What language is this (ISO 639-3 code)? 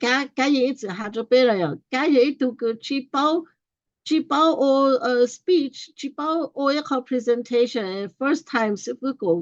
hmn